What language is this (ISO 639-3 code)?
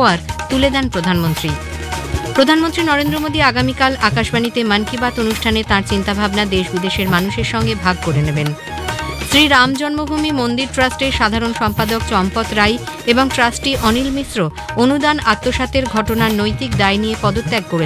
ben